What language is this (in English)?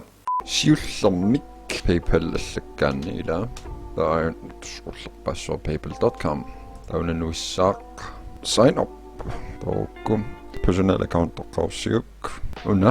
Kalaallisut